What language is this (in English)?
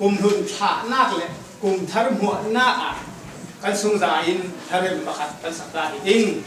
Falam Chin